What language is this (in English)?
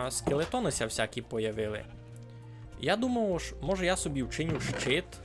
Rusyn